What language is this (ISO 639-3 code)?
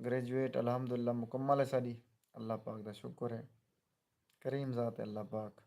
skr